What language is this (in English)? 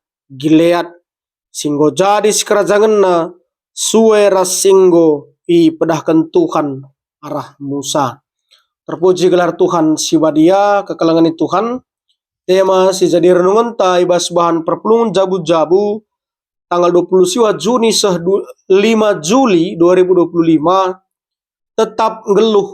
Batak Karo